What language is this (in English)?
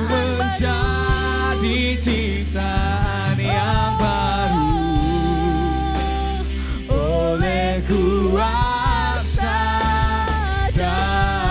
Indonesian